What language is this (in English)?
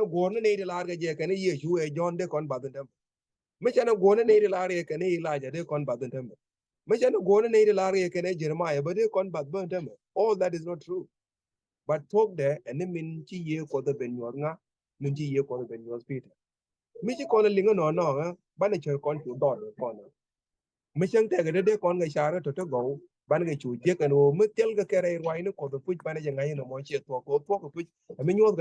Nuer